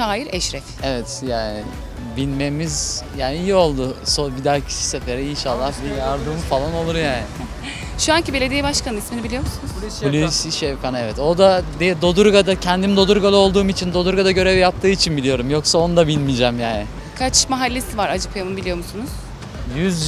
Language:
Turkish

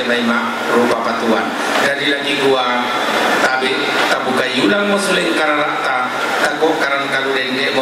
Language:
Toraja-Sa'dan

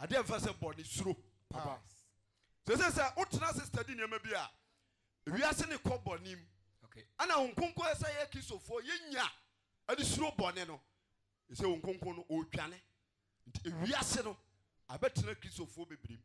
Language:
Akan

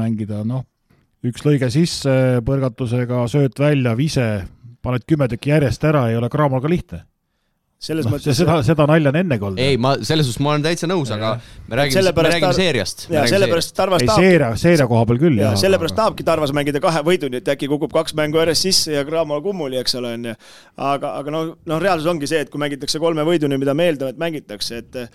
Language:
Estonian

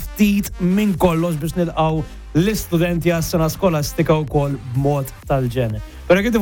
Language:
Maltese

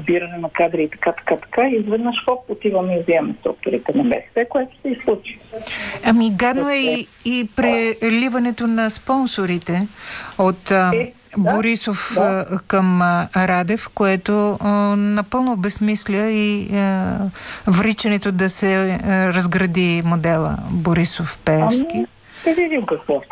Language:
Bulgarian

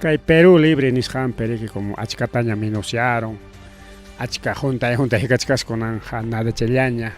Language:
Ayacucho Quechua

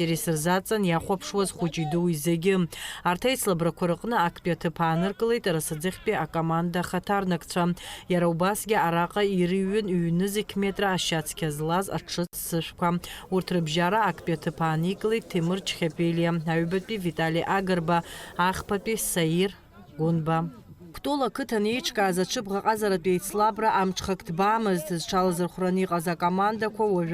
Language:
Abkhazian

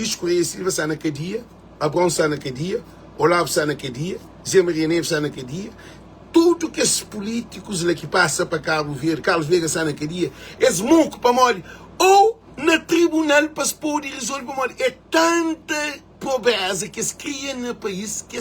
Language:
Kabuverdianu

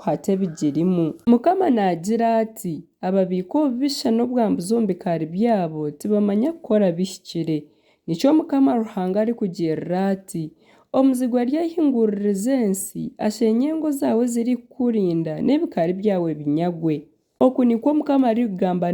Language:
Nyankole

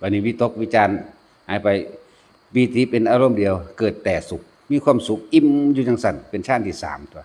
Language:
Lao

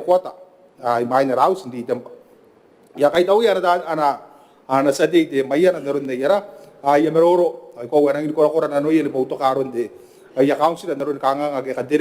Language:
Gilbertese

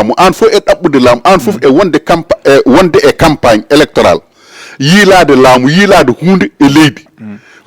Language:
Fula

